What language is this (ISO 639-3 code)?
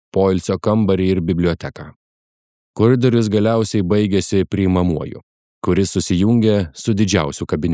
lit